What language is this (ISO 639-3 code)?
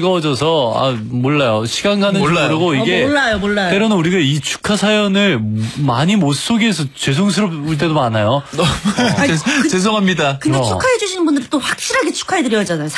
kor